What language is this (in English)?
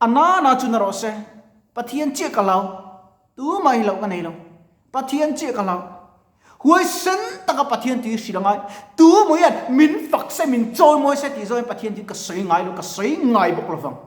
Mizo